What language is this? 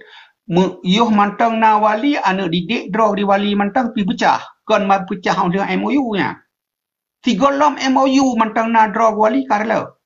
Achinese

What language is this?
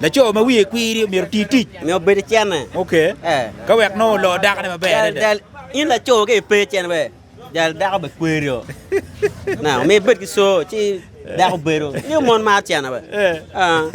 Acoli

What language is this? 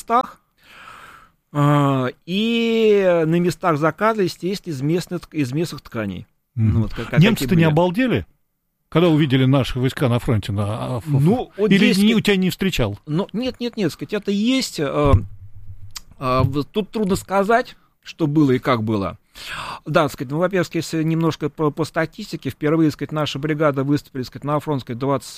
Russian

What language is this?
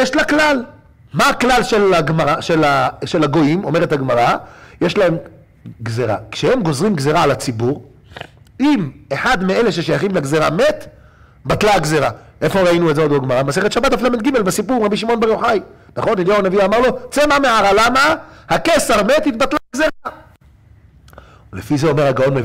Hebrew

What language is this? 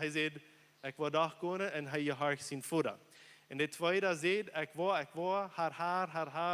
Plautdietsch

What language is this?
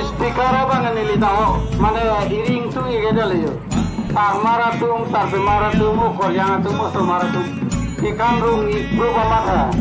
Karbi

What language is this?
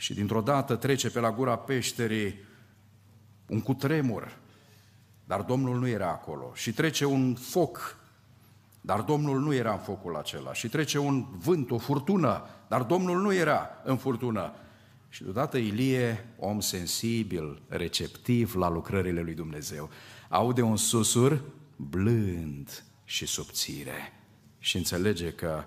Romanian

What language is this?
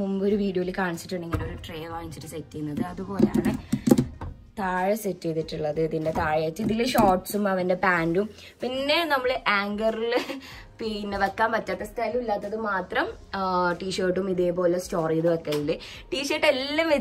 Malayalam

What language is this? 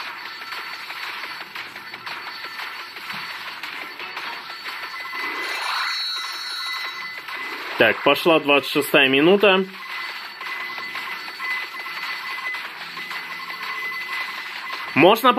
Russian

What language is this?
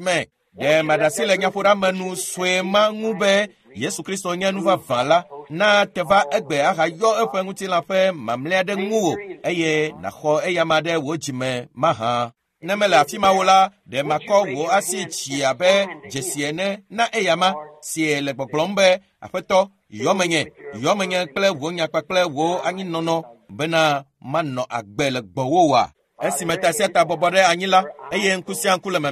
Ewe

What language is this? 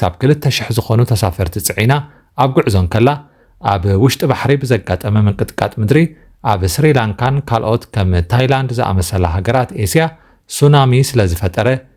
Tigrinya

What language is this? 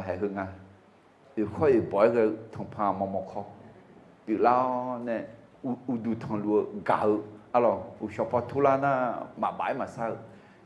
Akha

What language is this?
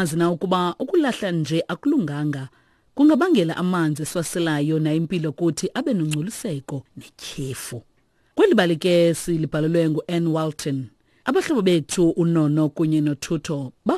Xhosa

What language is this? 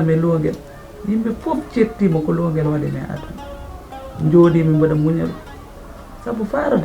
Fula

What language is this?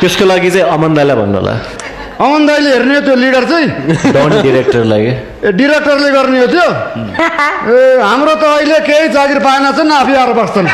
Nepali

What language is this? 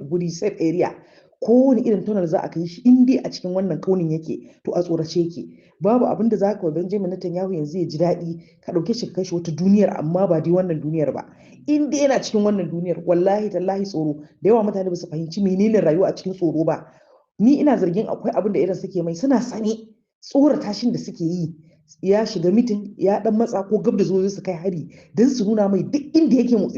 Hausa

